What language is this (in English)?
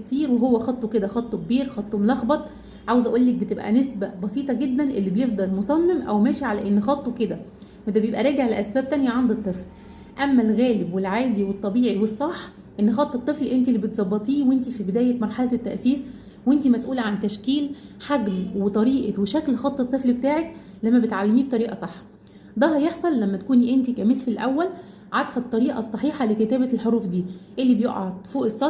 Egyptian Arabic